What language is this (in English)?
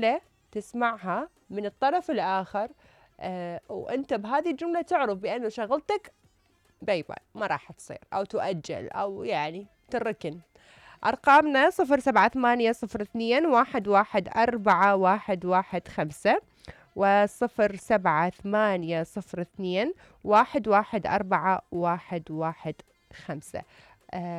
Mesopotamian Arabic